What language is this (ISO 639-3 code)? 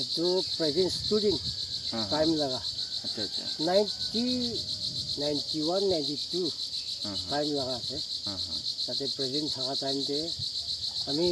nag